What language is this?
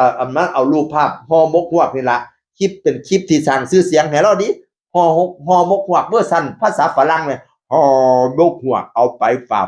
Northeastern Thai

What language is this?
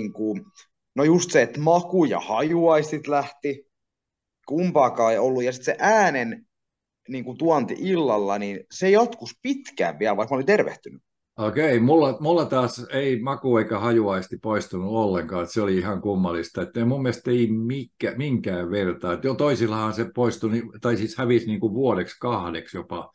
Finnish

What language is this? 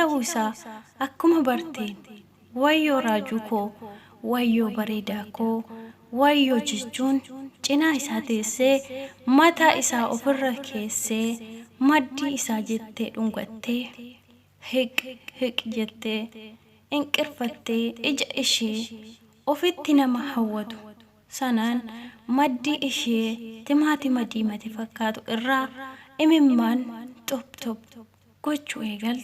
Oromo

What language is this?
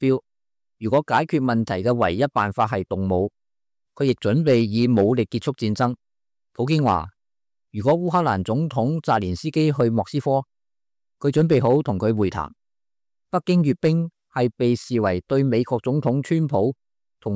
Cantonese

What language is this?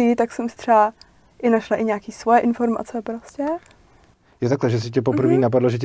Czech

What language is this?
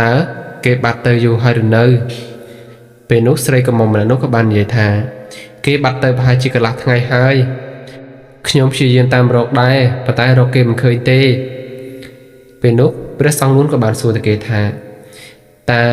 Khmer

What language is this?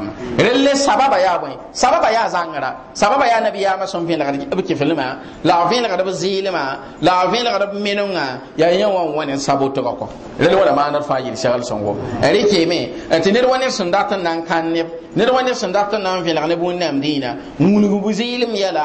Mossi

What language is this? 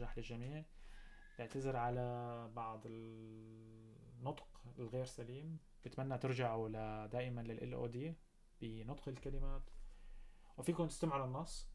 North Levantine Arabic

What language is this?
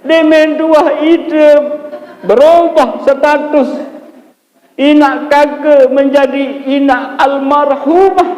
Sasak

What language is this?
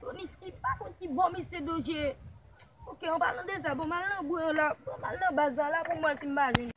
Haitian Creole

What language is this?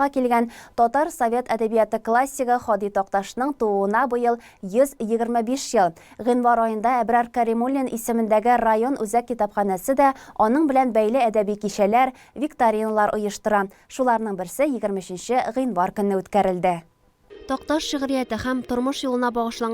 Tatar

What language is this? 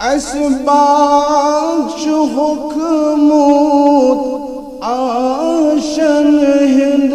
Kashmiri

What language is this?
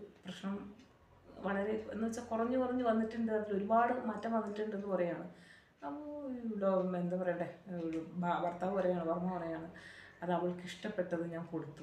Malayalam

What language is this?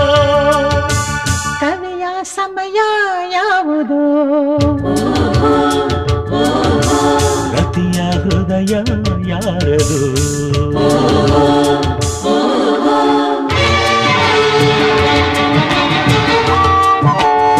Kannada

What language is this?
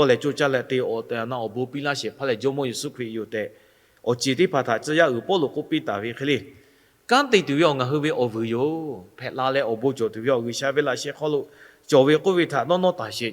Lahu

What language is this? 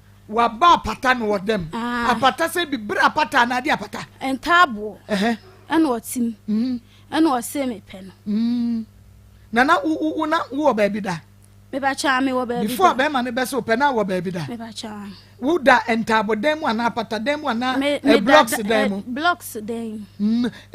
Akan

